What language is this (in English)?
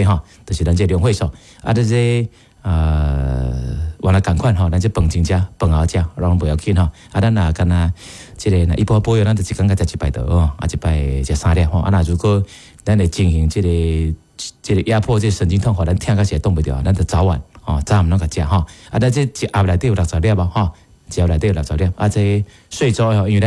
Min Nan Chinese